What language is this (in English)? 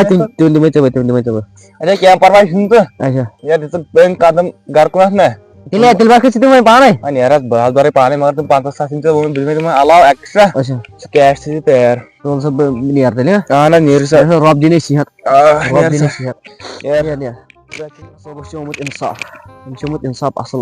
Kashmiri